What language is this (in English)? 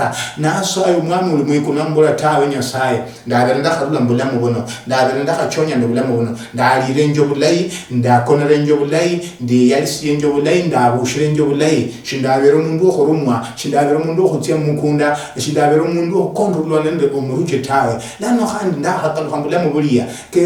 Luyia